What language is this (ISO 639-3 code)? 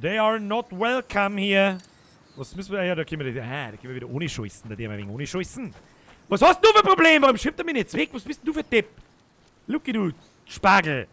bar